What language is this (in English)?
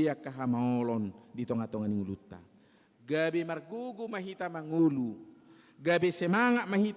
Batak Toba